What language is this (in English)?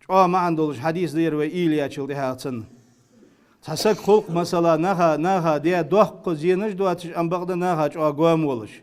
Ingush